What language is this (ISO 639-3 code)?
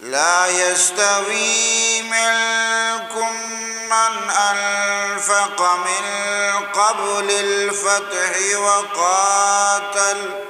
bgp